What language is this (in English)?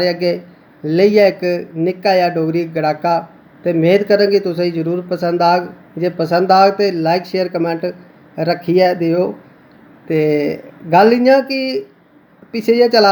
Dogri